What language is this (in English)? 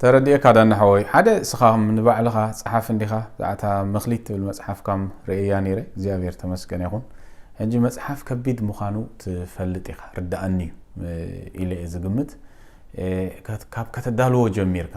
Tigrinya